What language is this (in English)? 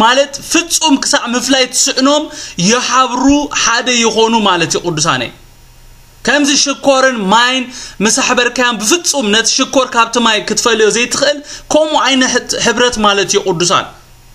Tigrinya